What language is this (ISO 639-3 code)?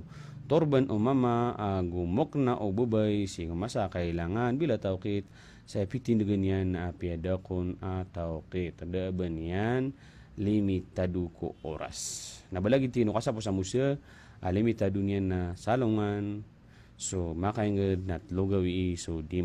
mrw